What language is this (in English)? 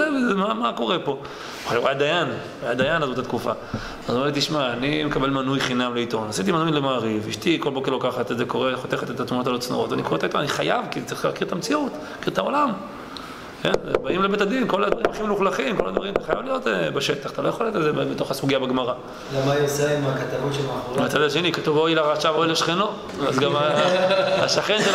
Hebrew